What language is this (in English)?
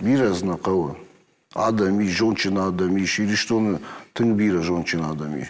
Ossetic